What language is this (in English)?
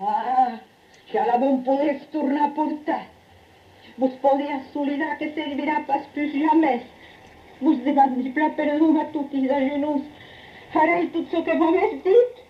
Occitan